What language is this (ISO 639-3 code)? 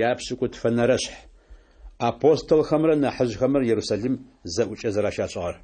ady